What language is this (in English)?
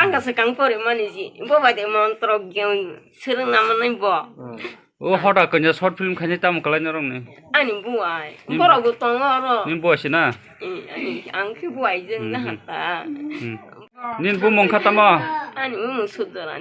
Kok Borok